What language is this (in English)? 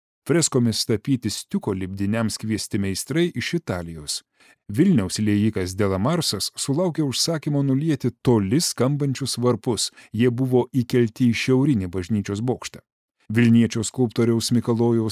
Lithuanian